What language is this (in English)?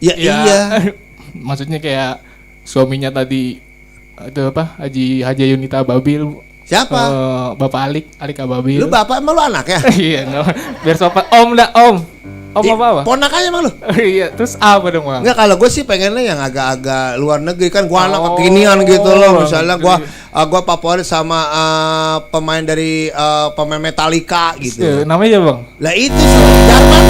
Betawi